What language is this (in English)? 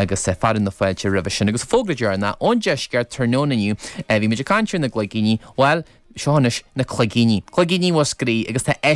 Irish